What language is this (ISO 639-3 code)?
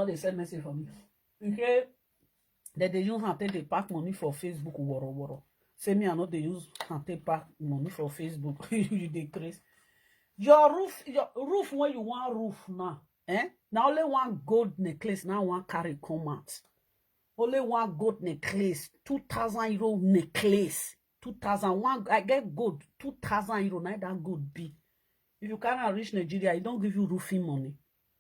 pcm